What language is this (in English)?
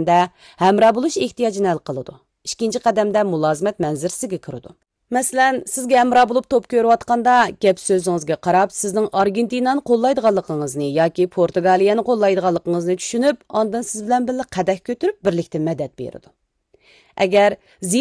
Uyghur